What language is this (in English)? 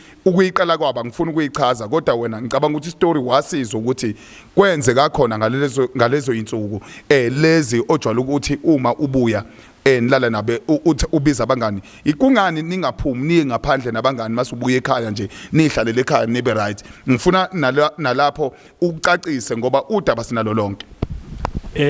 Zulu